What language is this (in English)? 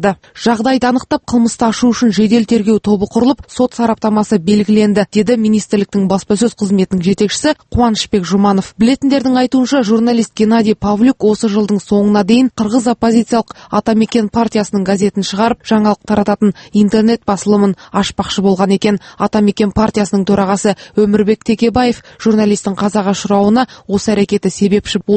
Kazakh